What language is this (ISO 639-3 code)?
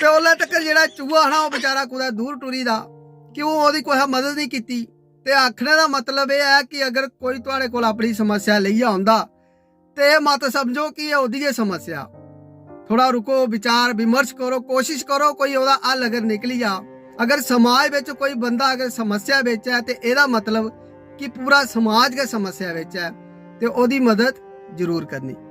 doi